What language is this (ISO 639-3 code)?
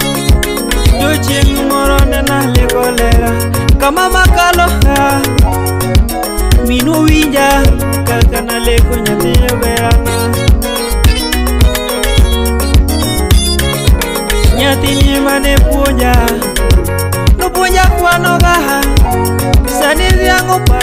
luo